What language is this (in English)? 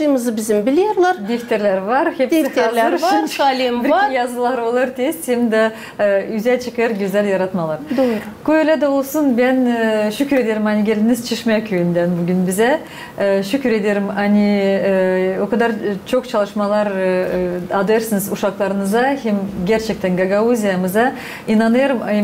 Gagauz